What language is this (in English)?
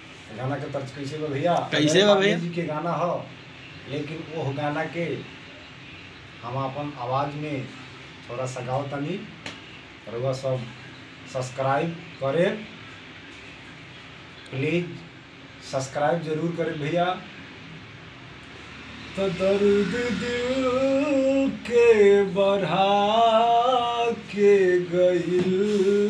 Bhojpuri